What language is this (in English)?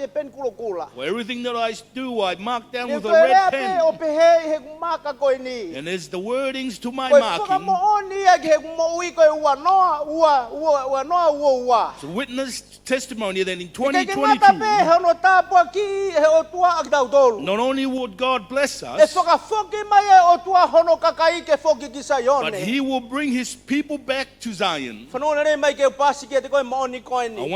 Tongan